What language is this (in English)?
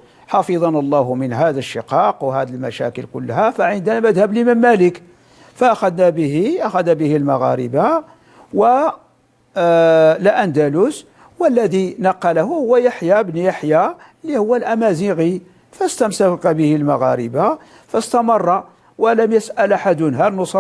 Moroccan Arabic